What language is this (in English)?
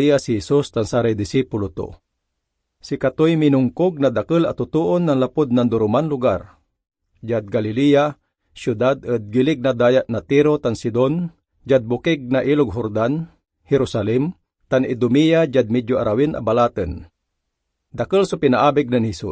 Pangasinan